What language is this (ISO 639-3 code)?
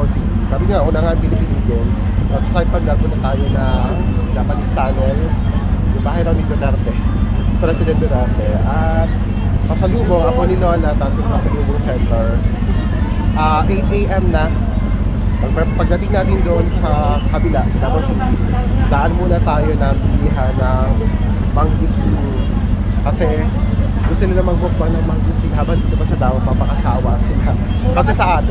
fil